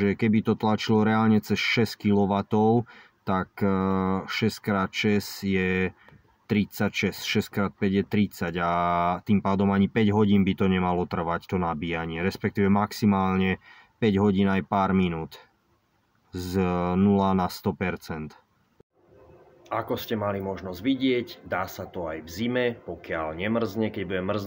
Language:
Slovak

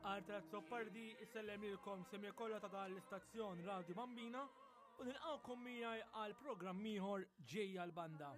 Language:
Maltese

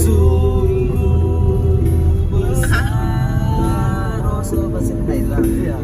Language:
Manado Malay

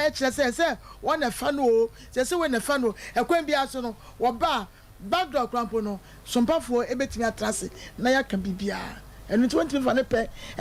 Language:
Akan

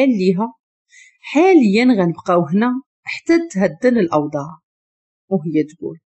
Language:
Moroccan Arabic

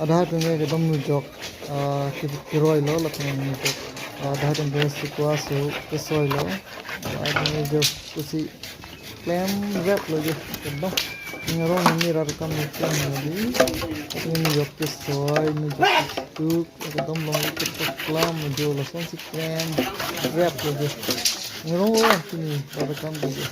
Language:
Karbi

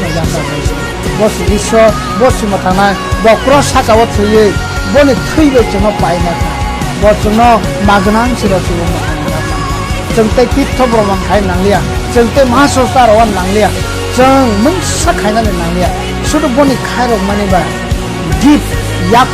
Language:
Kok Borok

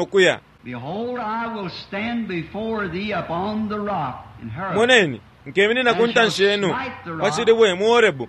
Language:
Bemba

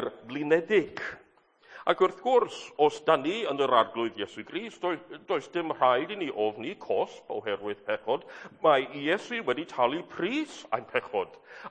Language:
Welsh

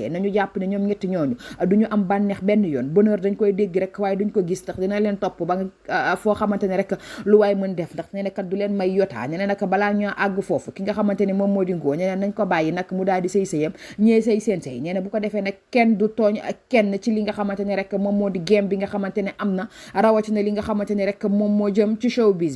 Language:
Wolof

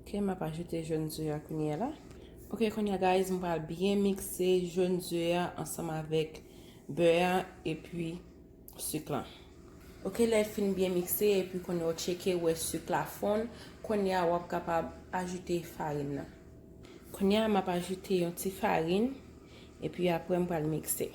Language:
Haitian Creole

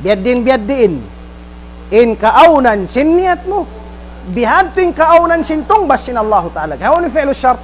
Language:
Tausug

